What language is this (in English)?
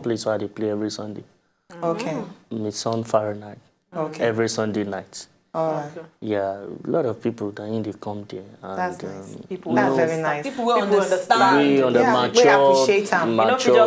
Nigerian Pidgin